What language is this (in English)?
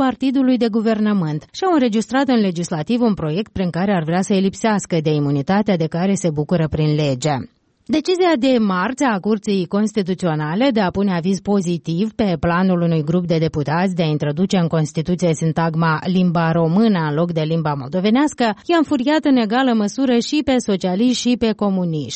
Romanian